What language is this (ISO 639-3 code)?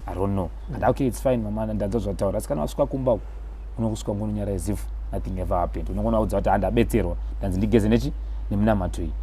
sna